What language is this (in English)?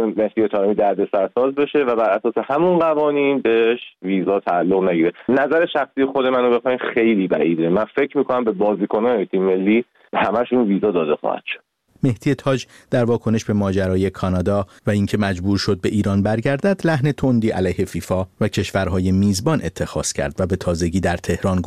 Persian